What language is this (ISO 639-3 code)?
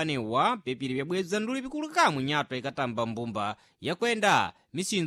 seh